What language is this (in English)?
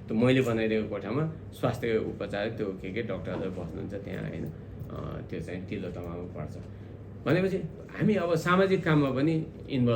Nepali